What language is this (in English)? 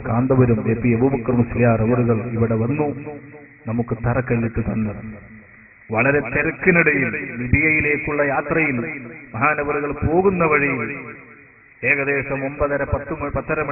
Malayalam